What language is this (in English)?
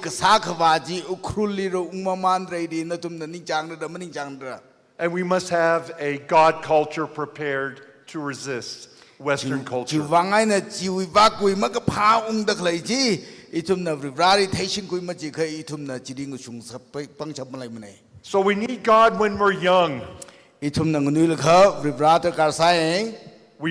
Tangkhul Naga (India)